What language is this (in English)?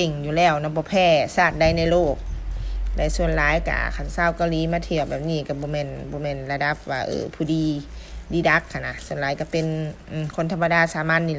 Lao